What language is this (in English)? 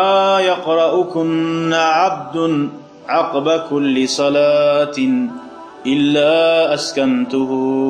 Kumyk